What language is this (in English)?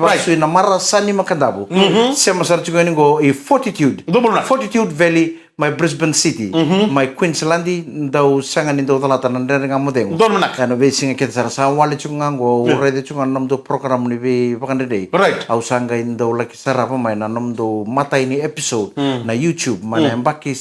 Fijian